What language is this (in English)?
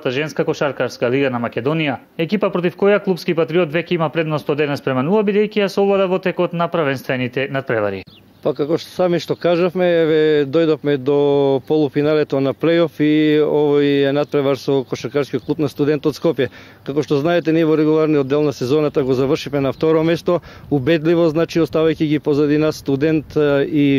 Macedonian